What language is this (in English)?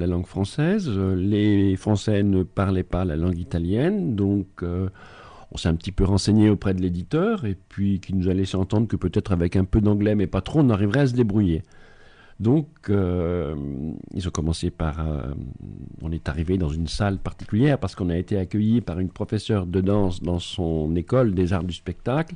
French